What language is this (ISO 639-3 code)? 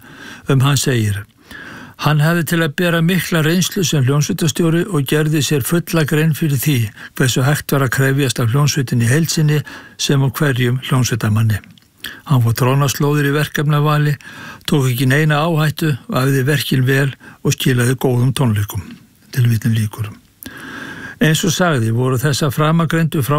isl